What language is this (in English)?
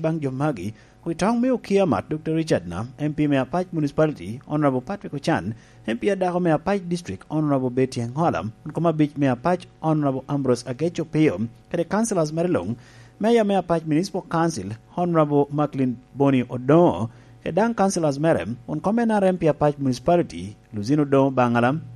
Lango (Uganda)